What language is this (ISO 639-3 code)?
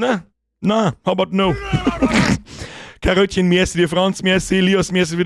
bar